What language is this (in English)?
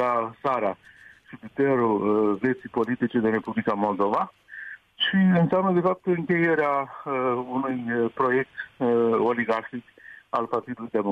Romanian